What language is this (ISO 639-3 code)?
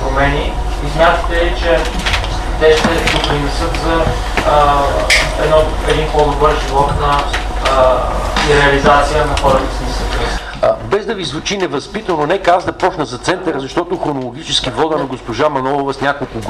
bul